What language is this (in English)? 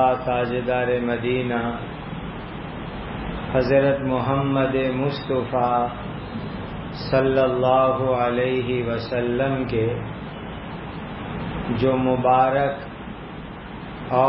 Urdu